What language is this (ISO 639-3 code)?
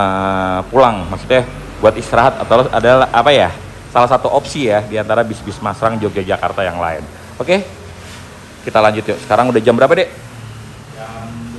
ind